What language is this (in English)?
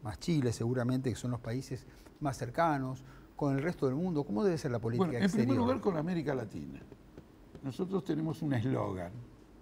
Spanish